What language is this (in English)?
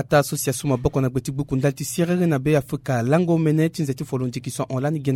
Sango